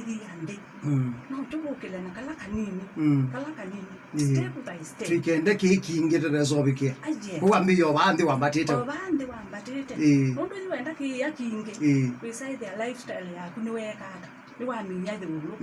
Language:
Kamba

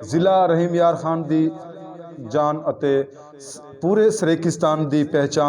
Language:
Saraiki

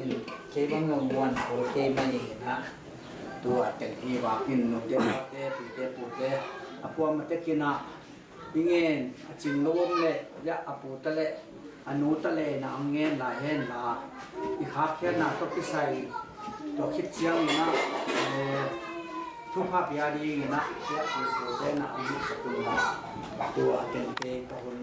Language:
Tedim Chin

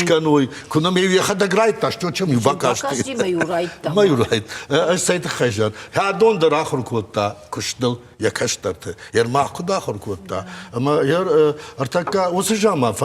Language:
Ossetic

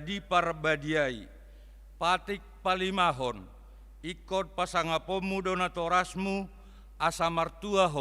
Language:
Batak Toba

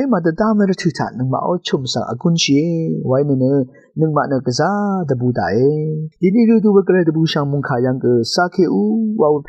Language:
Rawang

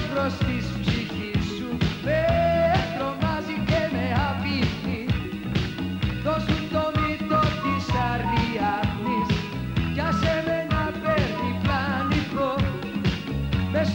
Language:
Greek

